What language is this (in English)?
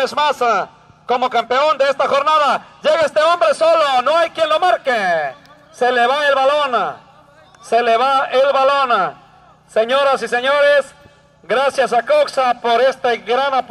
Spanish